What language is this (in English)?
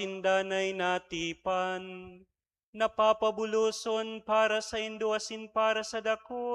Bikol